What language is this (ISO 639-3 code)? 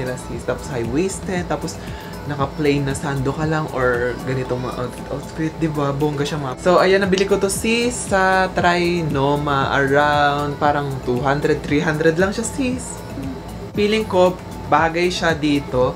fil